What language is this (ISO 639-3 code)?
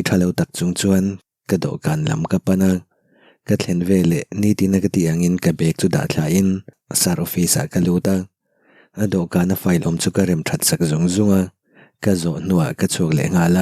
lus